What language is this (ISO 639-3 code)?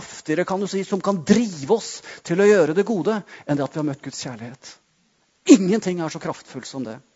nor